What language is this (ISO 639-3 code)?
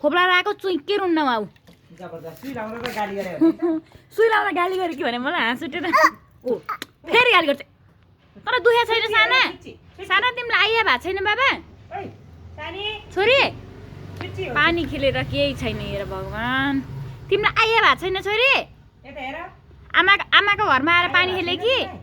nep